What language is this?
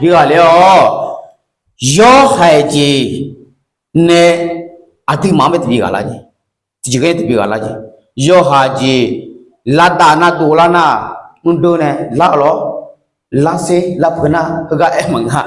Akha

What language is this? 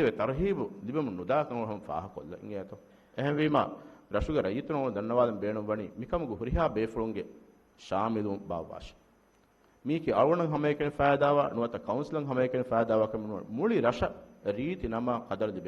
Divehi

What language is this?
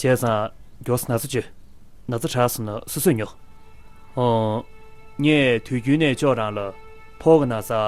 Tibetan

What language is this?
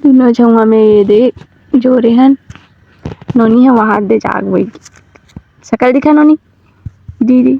Chhattisgarhi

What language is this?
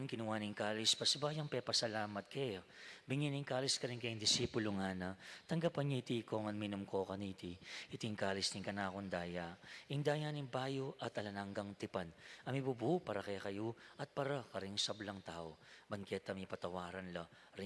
Pampanga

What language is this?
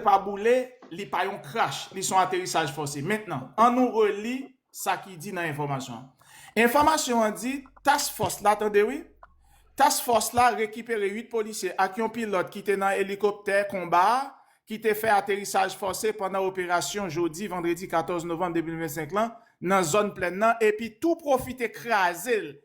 Haitian Creole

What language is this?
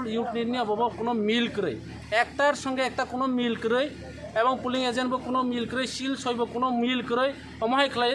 Kok Borok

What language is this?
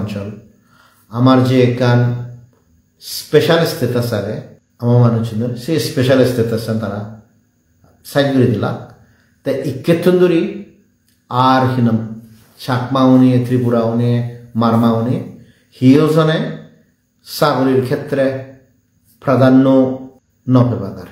Chakma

